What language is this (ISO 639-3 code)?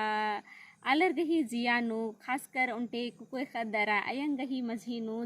kru